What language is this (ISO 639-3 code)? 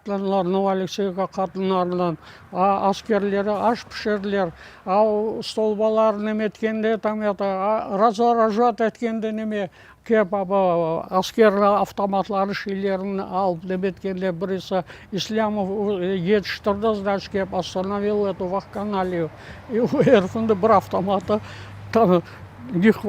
crh